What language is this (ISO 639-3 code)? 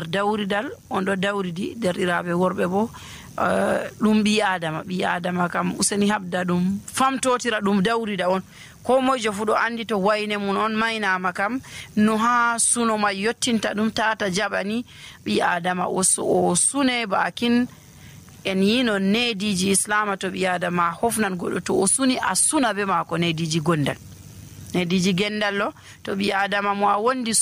fuv